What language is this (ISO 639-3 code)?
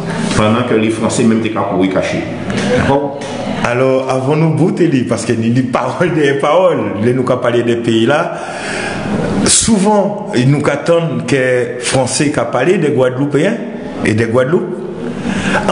gcf